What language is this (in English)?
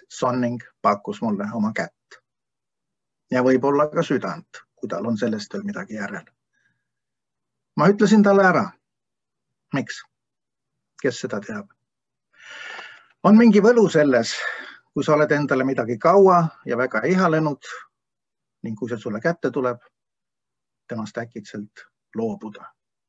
Estonian